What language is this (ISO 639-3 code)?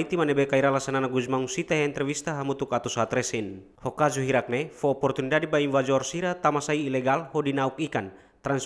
tet